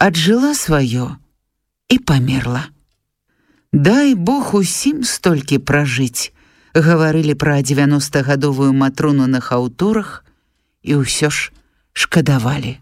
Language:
Belarusian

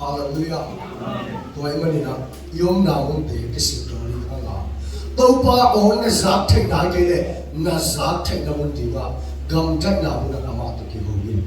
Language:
Tedim Chin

